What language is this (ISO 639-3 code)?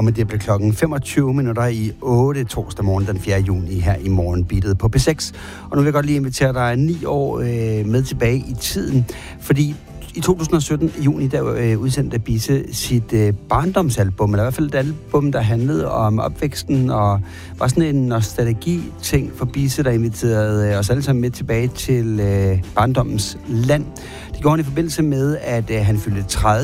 dan